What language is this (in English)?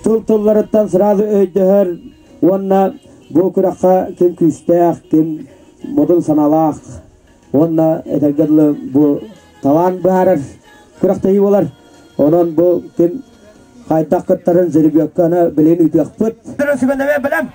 Yakut